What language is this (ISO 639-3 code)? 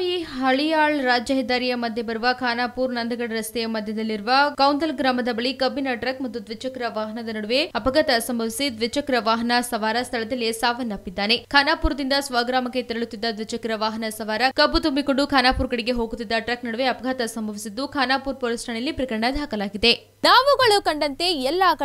kan